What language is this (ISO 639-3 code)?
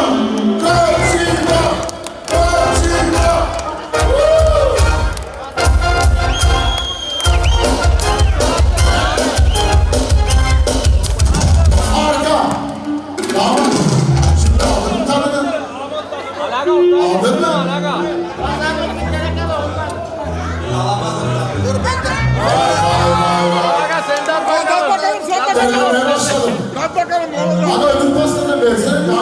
tur